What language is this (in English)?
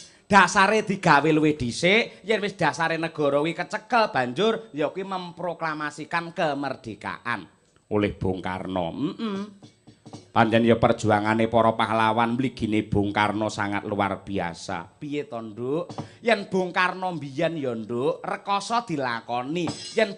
Javanese